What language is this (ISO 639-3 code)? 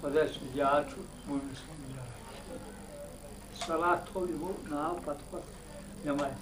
kas